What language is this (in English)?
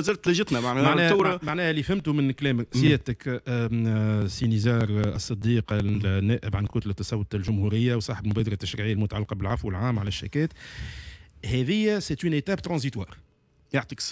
Tunisian Arabic